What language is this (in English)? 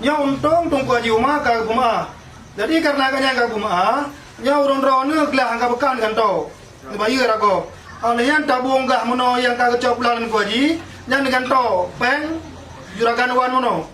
Achinese